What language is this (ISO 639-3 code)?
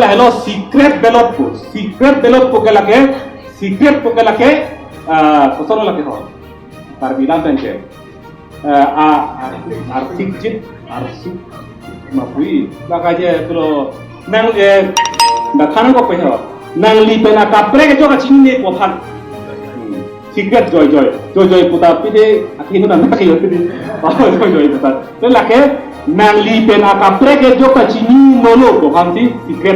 mjw